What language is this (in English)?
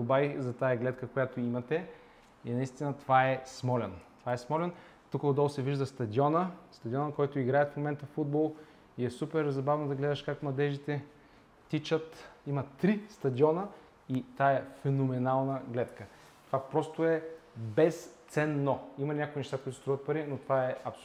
Bulgarian